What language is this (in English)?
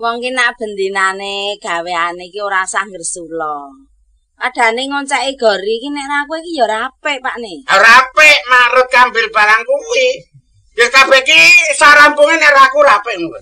Javanese